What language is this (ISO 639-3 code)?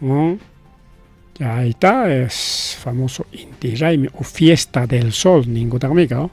quy